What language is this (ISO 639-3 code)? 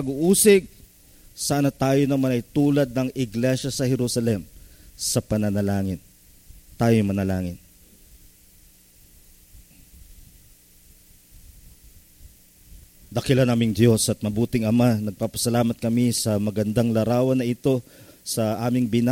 fil